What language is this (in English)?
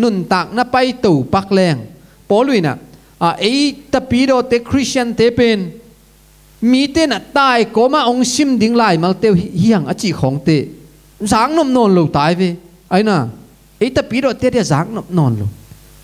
Tedim Chin